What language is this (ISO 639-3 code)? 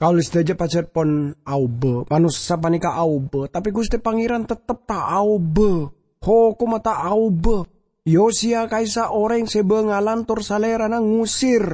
mad